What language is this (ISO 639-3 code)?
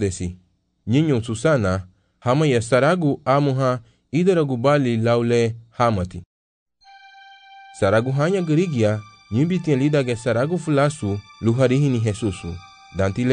cab